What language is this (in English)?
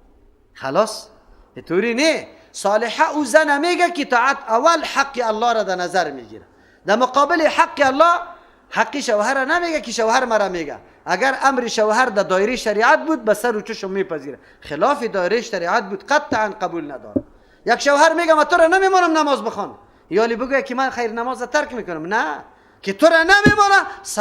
Persian